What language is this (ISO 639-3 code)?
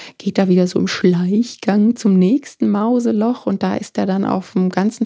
deu